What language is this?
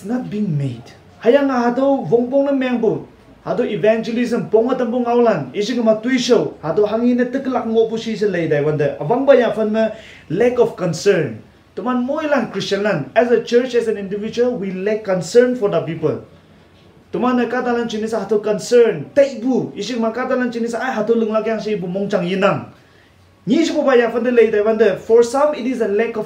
Konyak Naga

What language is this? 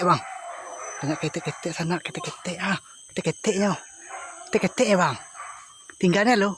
Minangkabau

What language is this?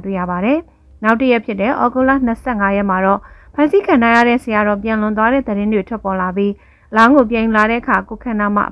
Burmese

